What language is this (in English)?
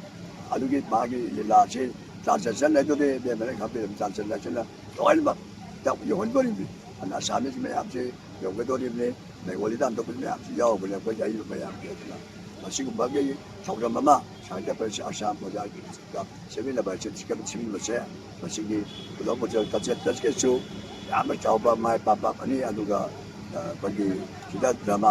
Manipuri